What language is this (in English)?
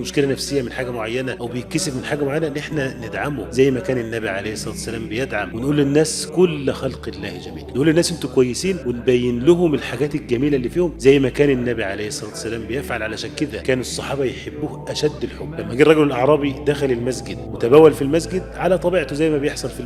Egyptian Arabic